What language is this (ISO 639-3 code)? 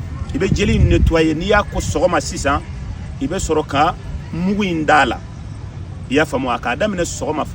bam